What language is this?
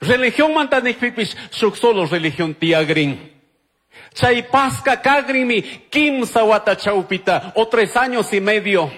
Chimborazo Highland Quichua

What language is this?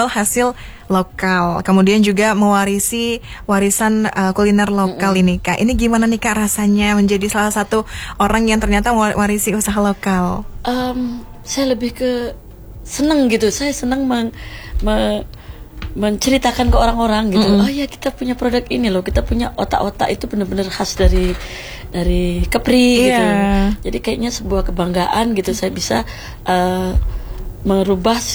Indonesian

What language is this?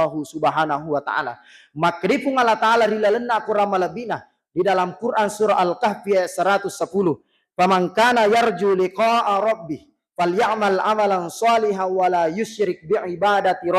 Buginese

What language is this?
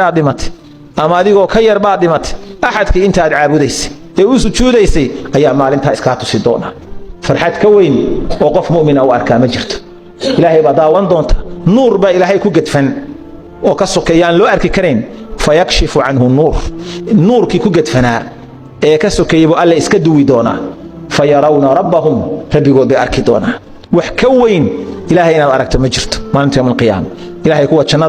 Somali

